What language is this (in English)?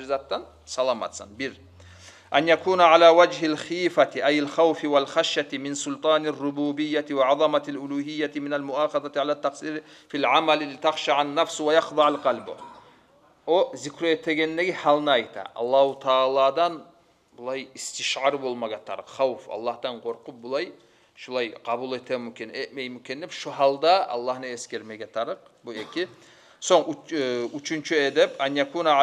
Kumyk